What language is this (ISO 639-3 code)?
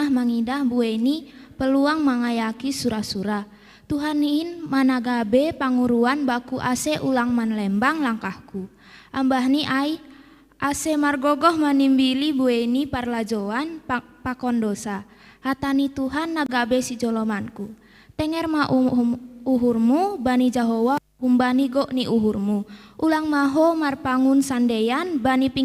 bts